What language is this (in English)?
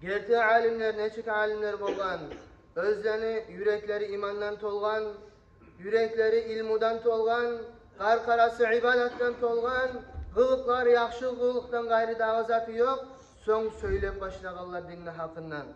Kumyk